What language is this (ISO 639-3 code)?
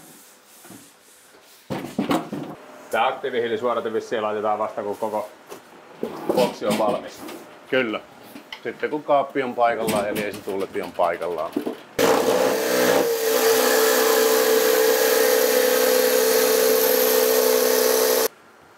fin